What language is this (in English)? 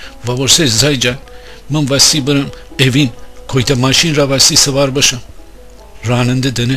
Gilaki